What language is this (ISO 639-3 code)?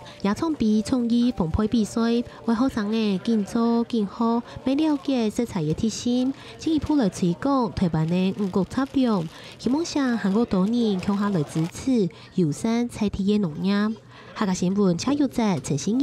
hak